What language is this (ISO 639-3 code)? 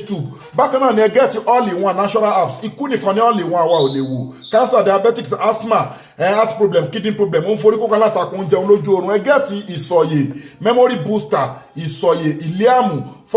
yor